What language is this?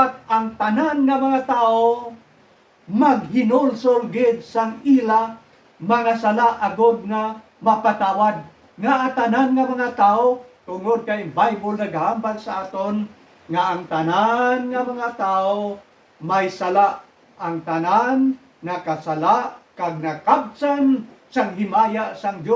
Hiligaynon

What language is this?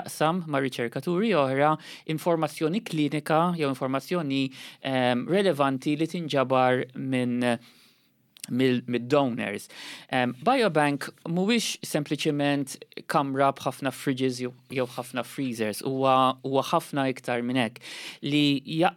Maltese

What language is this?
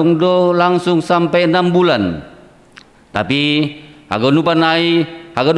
Batak Simalungun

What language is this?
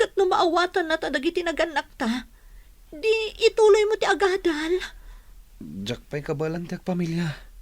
Iloko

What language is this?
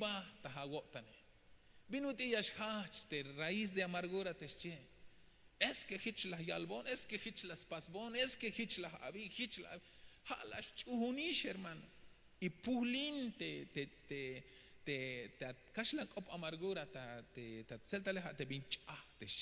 Tzeltal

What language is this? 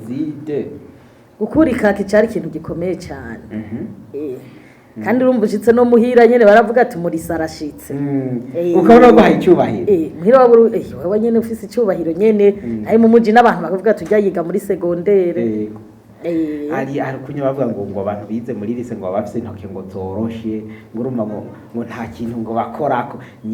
Rundi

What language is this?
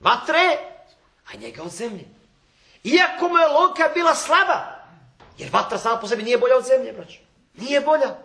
Bosnian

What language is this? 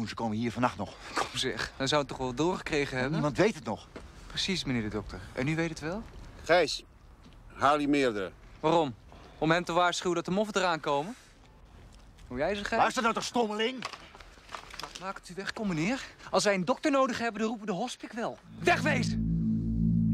Dutch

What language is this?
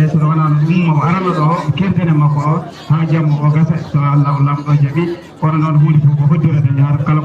Fula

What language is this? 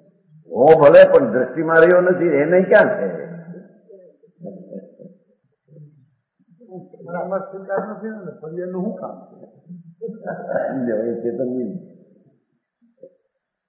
Gujarati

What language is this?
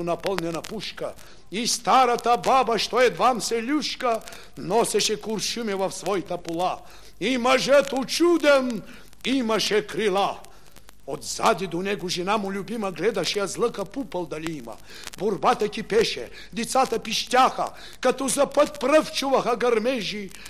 Bulgarian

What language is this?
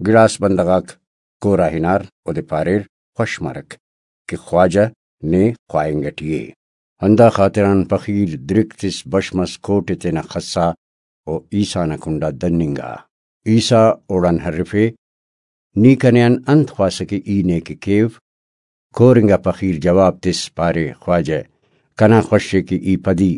Brahui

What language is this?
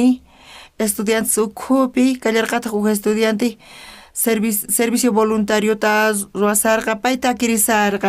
South Bolivian Quechua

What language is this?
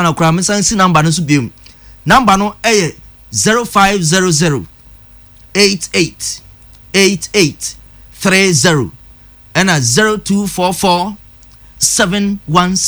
Akan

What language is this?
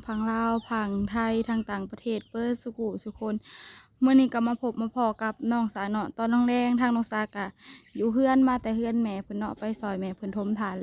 Northeastern Thai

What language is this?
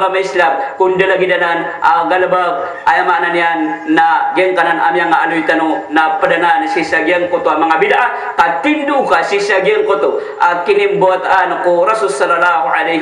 Maranao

